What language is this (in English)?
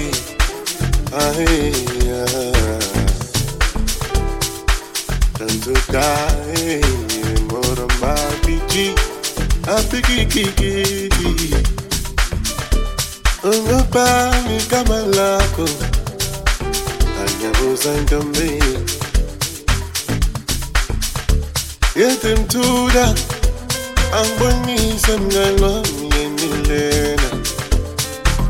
Swahili